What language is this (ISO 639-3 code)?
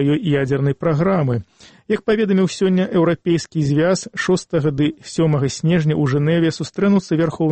bel